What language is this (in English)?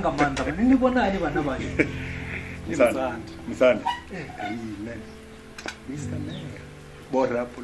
Venda